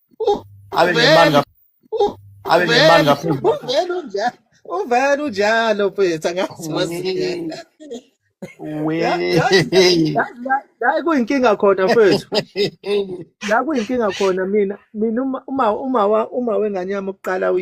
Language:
Zulu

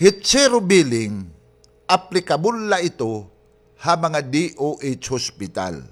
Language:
Waray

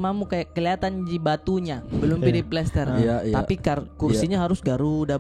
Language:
Makassar Malay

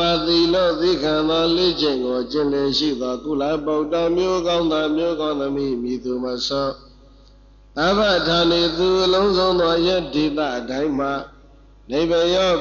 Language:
Burmese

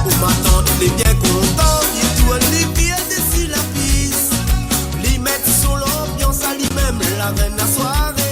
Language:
Morisyen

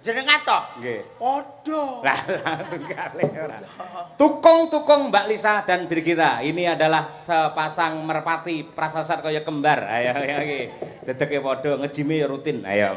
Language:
Javanese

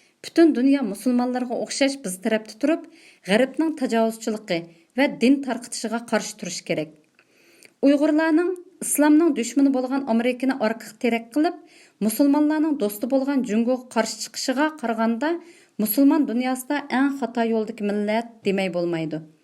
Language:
Uyghur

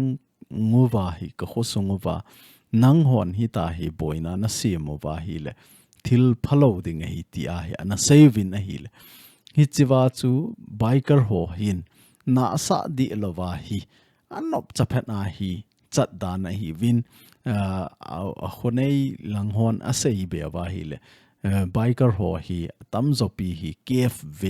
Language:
Thado Chin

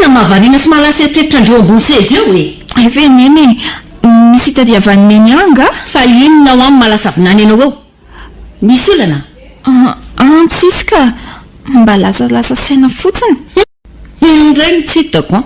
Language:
Malagasy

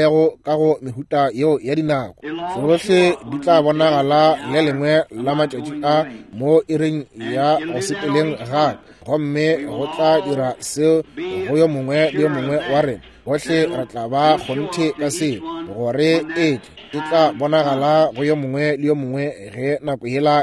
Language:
Northern Sotho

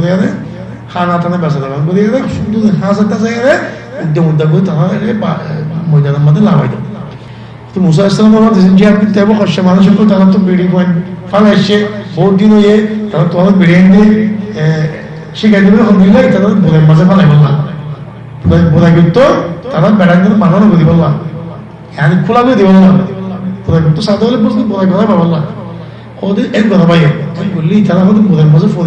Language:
Rohingya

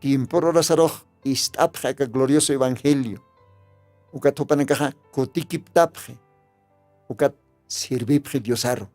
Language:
Aymara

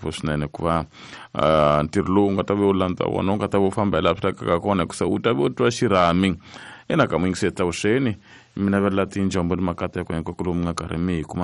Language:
Tsonga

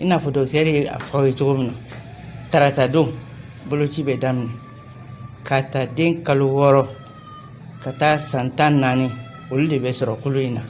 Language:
Bambara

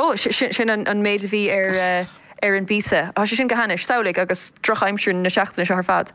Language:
Irish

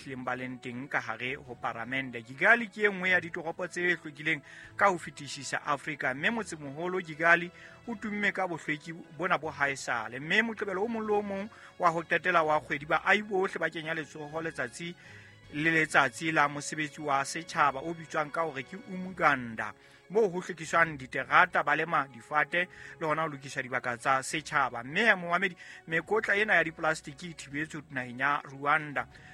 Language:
Southern Sotho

